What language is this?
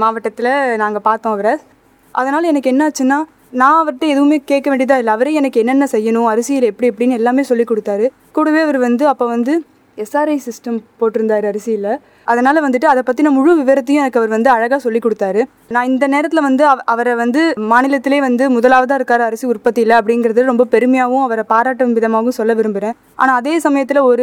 Tamil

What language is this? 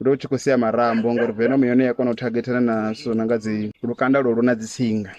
Venda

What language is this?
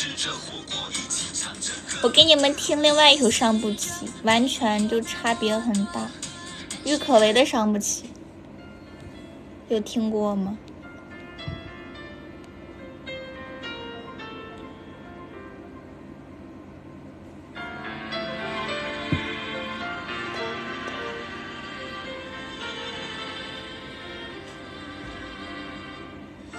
Chinese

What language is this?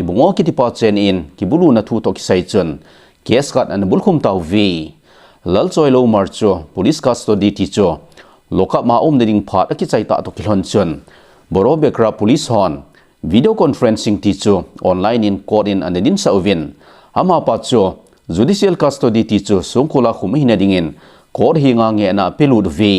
Thado Chin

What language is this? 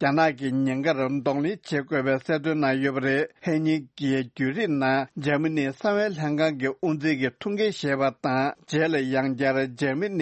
Tibetan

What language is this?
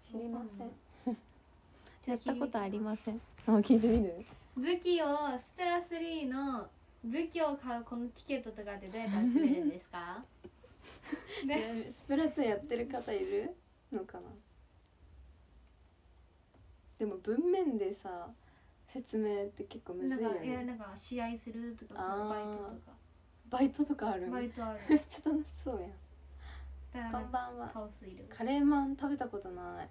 Japanese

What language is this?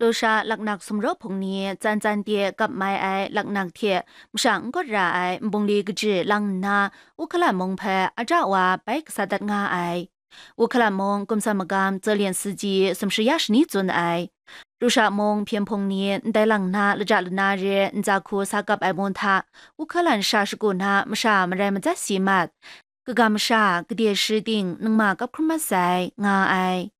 Kachin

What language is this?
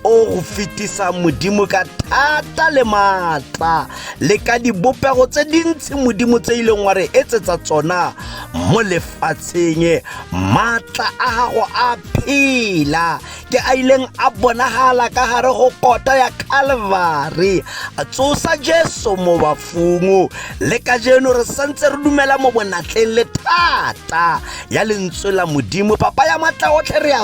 Tswana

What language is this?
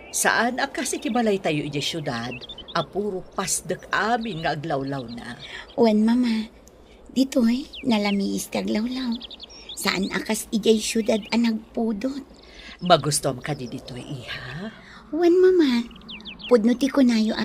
Iloko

